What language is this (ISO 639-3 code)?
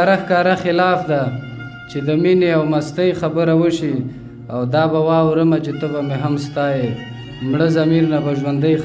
pus